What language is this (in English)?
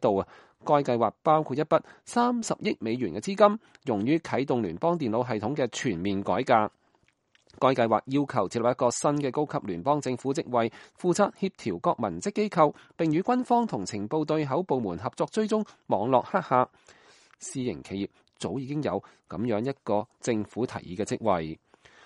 Cantonese